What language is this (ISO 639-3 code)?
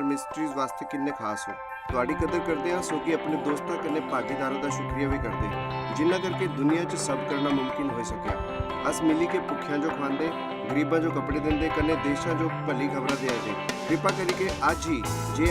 doi